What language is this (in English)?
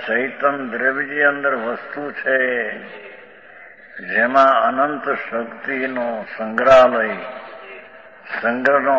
Gujarati